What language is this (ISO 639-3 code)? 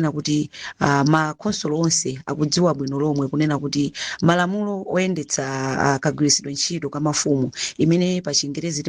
nya